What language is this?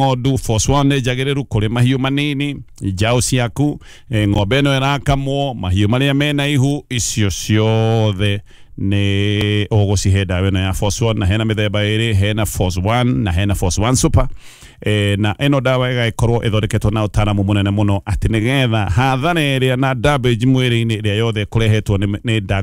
Kikuyu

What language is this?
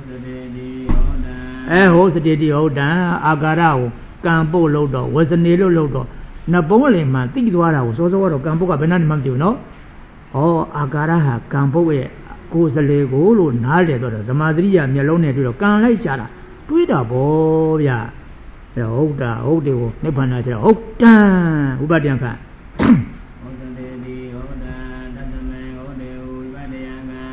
Burmese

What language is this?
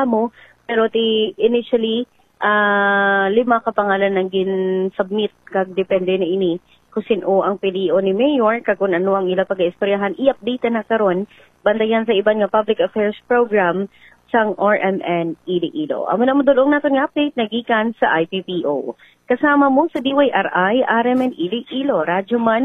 Hiligaynon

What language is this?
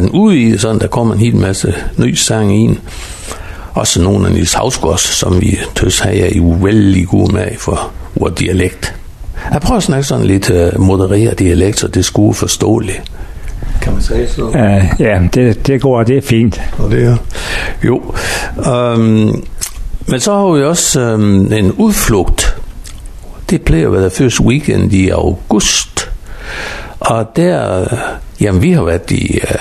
Danish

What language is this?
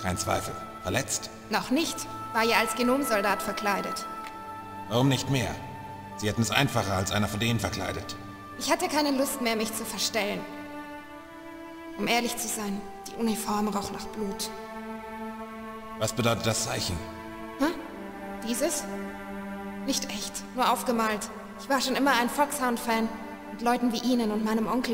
German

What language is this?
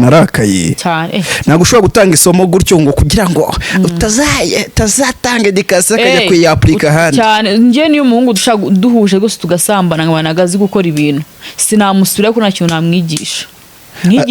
Kinyarwanda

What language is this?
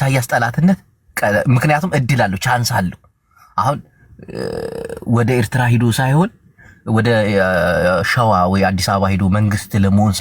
Amharic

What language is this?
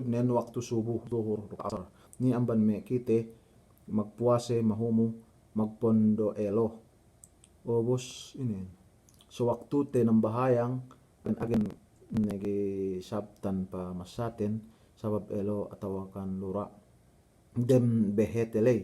Yakan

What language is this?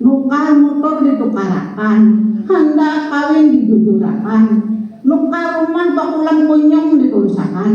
Banjar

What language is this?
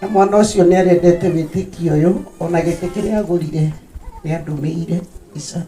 Kikuyu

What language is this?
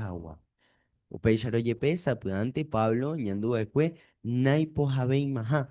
Guarani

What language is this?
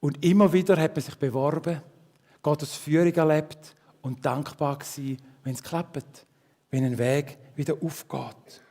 Swiss German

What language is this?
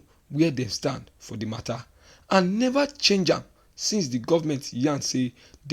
Nigerian Pidgin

